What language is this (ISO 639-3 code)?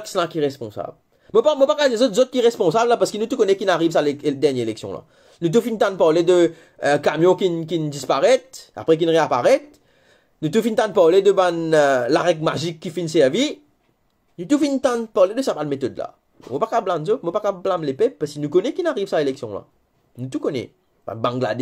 mfe